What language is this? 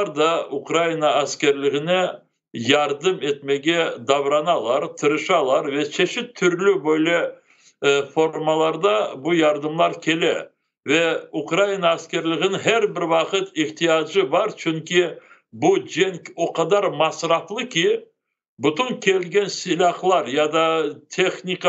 Crimean Tatar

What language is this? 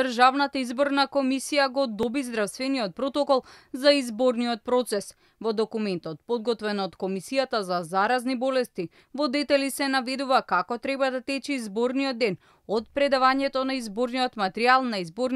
Macedonian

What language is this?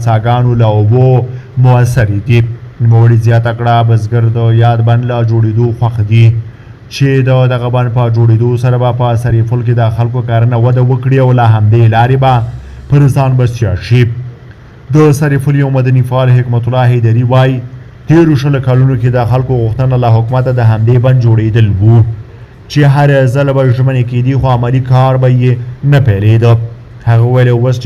Pashto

